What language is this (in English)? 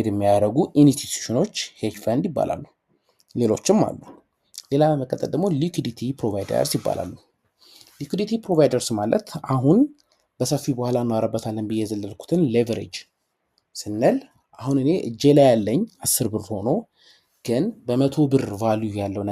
Amharic